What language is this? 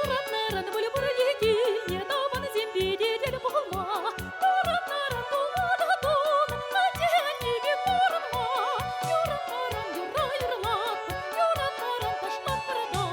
Chuvash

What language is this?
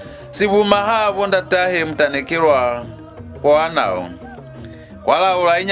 Lozi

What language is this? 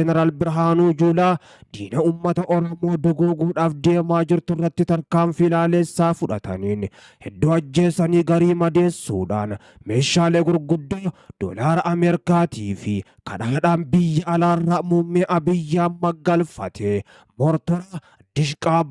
Oromo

